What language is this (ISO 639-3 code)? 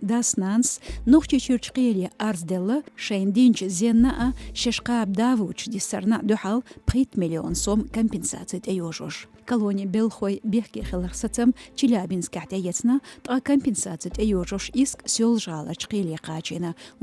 che